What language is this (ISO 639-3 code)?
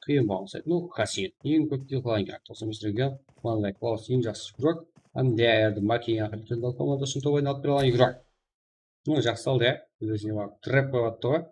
kaa